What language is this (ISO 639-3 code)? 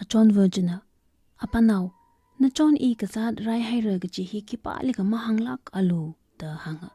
nmf